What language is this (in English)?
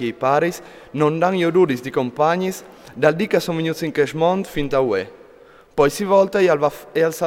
Friulian